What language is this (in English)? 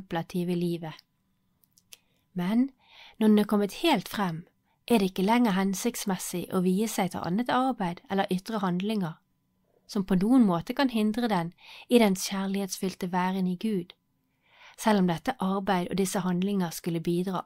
Norwegian